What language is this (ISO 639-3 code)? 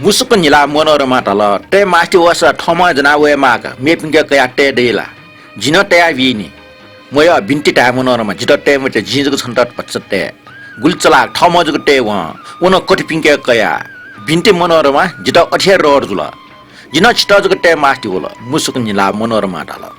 new